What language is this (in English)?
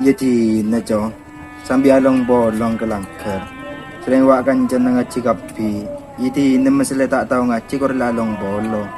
Madurese